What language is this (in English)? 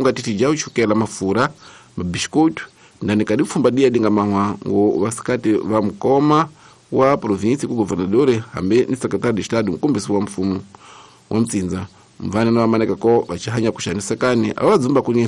Tsonga